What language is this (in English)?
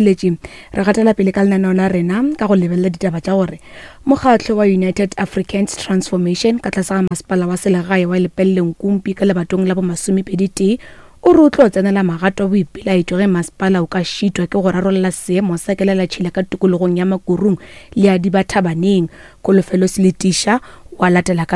Northern Sotho